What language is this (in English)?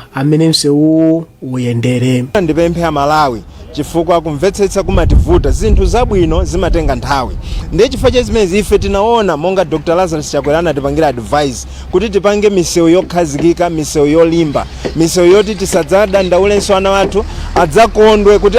Nyanja